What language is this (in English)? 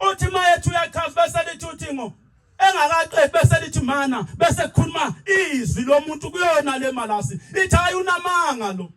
Zulu